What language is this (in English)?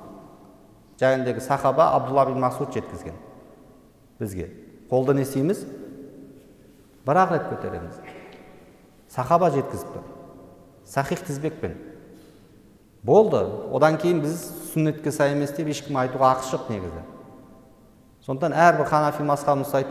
Kazakh